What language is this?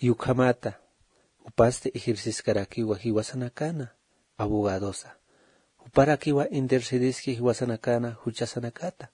Aymara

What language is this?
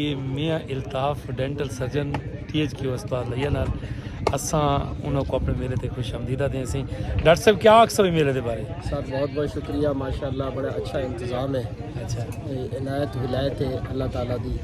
Saraiki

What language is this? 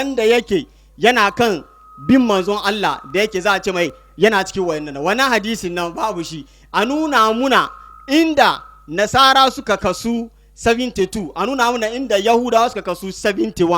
Hausa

